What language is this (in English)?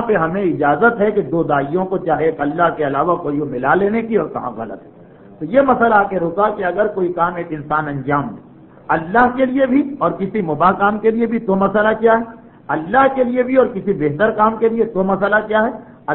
Urdu